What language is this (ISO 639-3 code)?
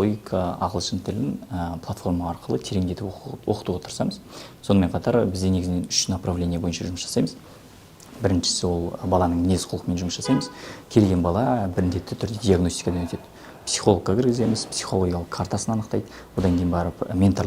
kaz